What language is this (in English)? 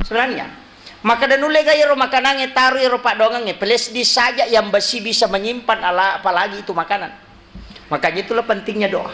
Buginese